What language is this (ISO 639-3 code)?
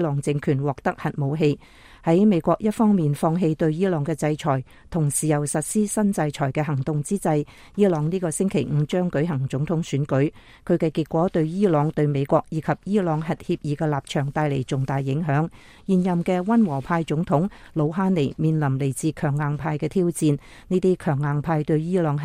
yue